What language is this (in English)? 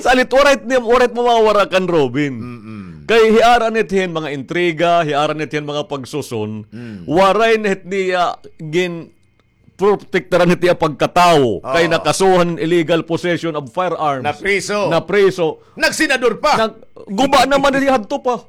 Waray